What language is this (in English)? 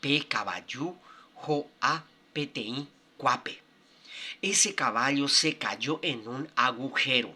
Guarani